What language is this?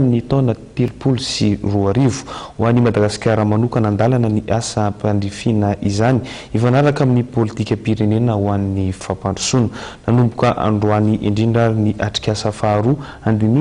Malagasy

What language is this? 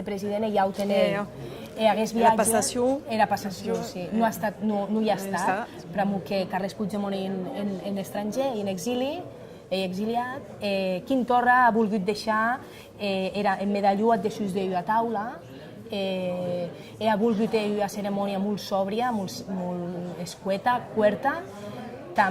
Occitan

